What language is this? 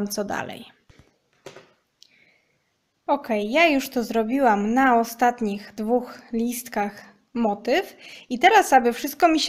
Polish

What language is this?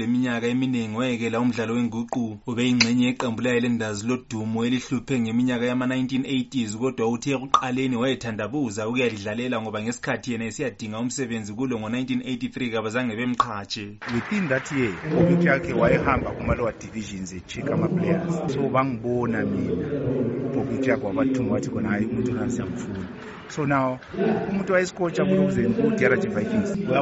North Ndebele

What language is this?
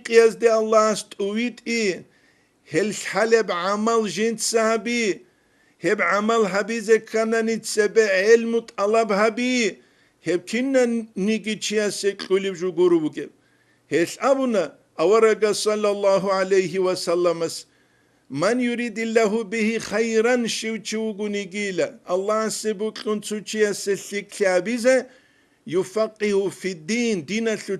Avaric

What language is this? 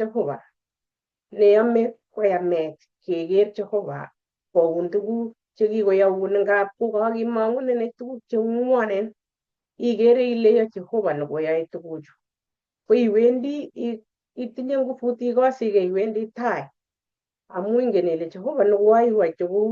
Kalenjin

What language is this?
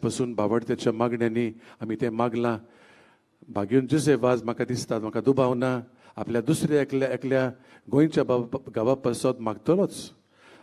Konkani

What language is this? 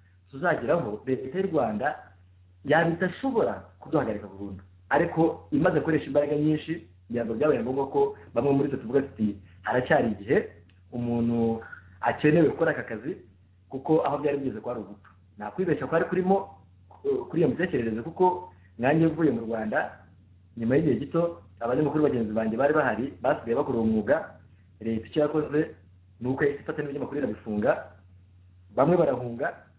Kinyarwanda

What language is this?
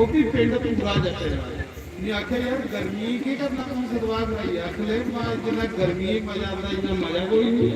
Dogri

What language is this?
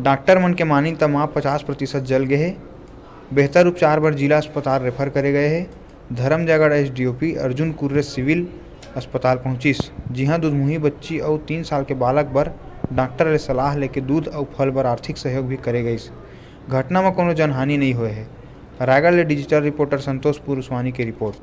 Chhattisgarhi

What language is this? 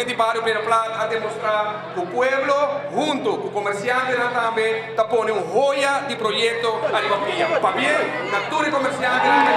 Papiamento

